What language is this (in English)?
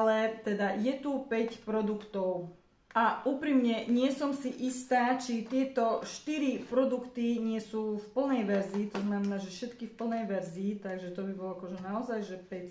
Slovak